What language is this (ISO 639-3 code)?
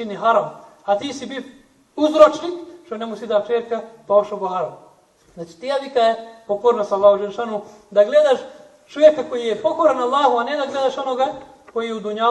bos